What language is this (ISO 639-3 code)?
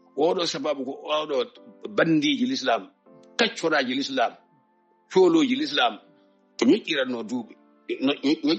ful